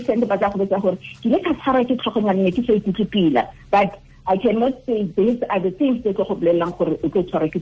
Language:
Tswana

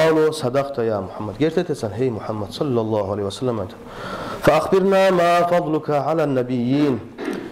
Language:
Kumyk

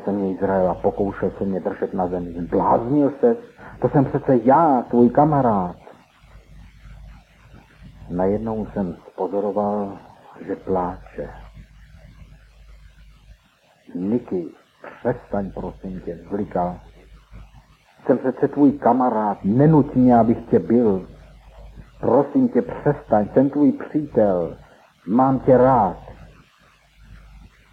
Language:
Czech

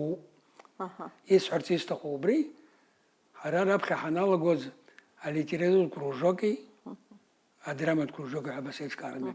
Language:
Abkhazian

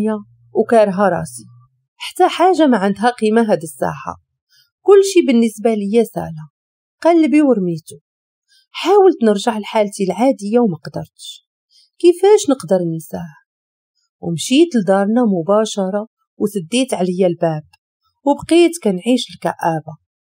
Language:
Moroccan Arabic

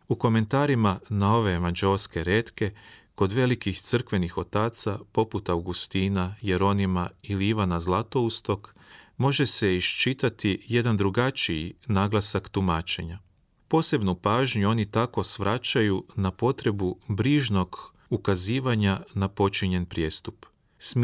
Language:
Croatian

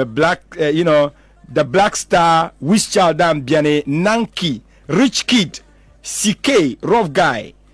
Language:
Dagbani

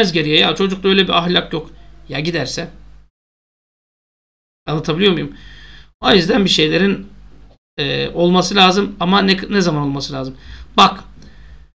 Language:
Turkish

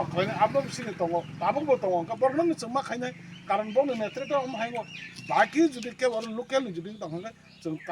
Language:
Kok Borok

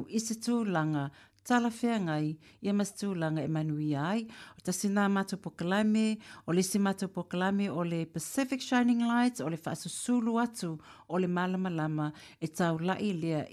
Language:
Samoan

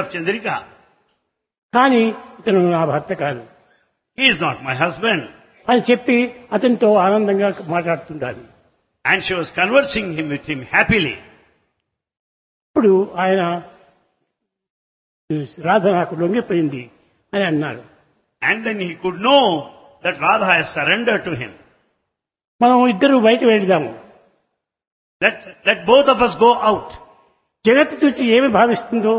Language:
Telugu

